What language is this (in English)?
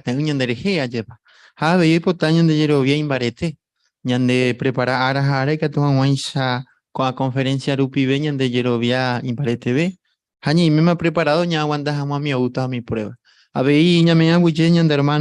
Guarani